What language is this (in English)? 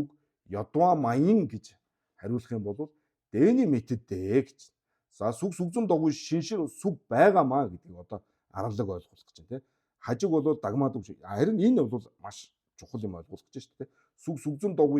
Mongolian